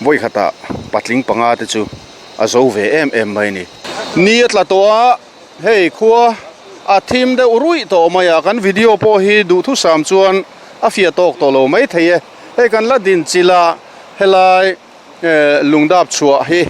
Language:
Mizo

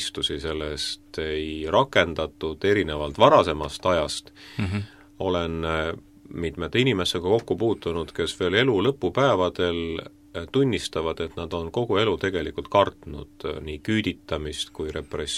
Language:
Estonian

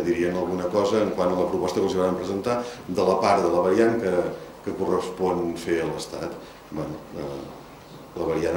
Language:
Catalan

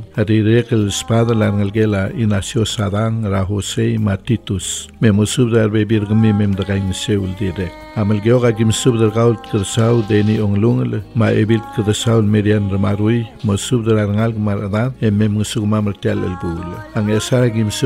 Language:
Palauan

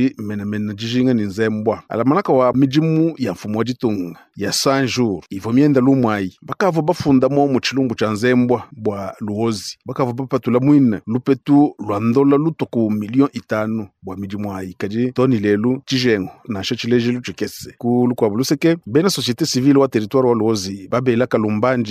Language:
Luba-Lulua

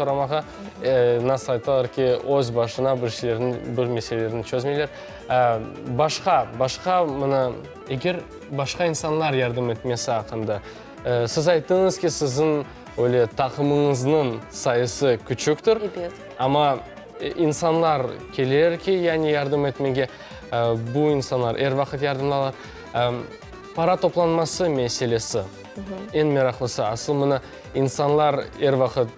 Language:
Crimean Tatar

